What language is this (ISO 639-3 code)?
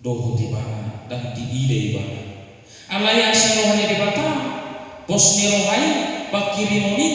bbc